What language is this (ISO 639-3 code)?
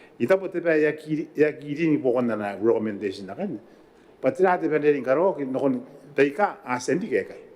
gil